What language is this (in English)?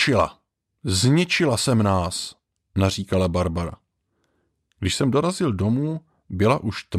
Czech